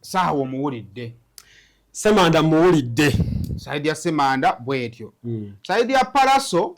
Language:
Ganda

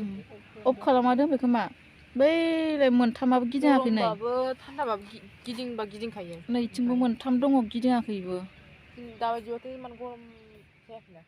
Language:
Bodo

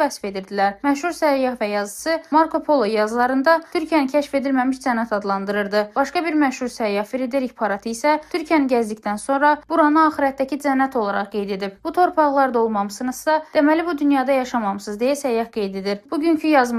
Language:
Azerbaijani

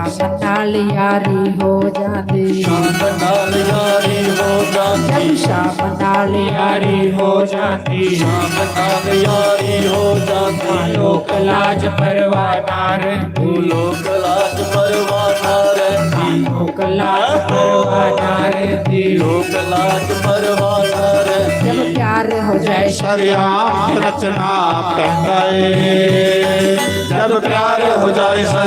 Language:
Dogri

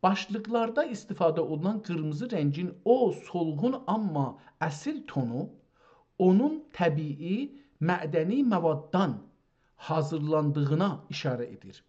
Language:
South Azerbaijani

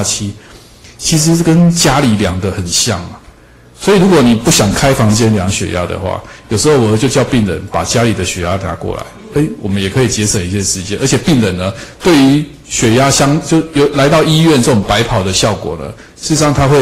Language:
Chinese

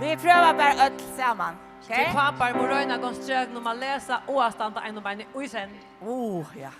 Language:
Faroese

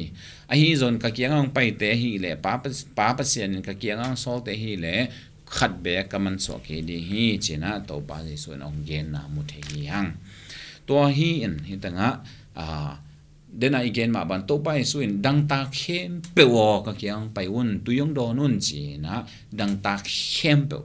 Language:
Tedim Chin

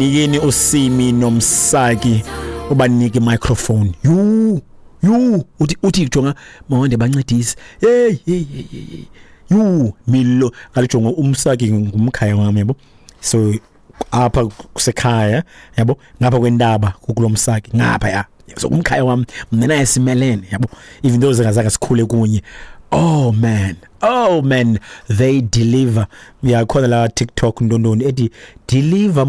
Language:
Xhosa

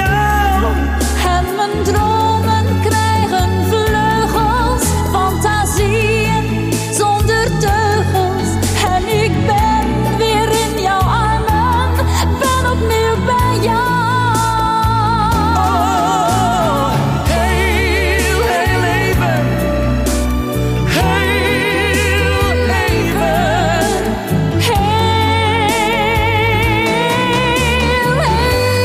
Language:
Dutch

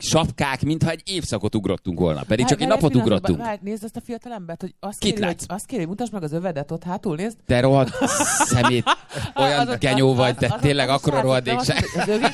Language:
Hungarian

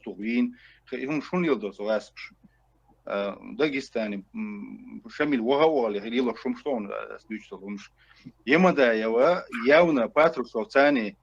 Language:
Chechen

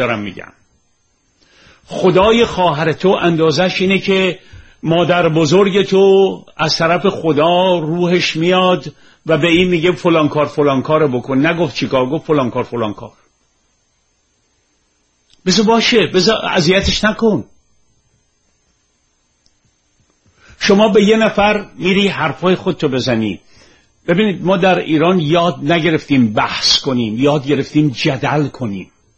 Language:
Persian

